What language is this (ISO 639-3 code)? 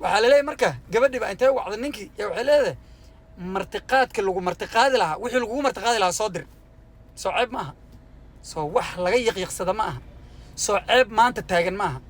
som